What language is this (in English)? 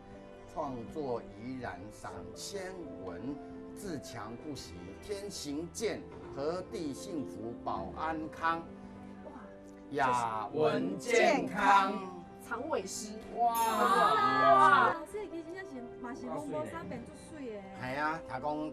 Min Nan Chinese